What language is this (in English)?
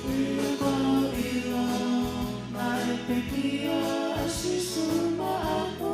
Tongan